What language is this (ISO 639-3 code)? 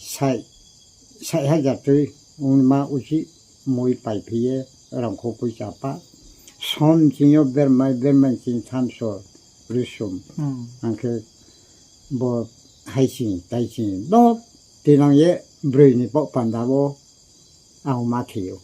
ria